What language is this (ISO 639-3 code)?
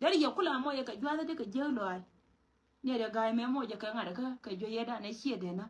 nus